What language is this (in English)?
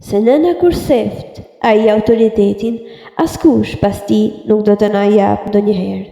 Albanian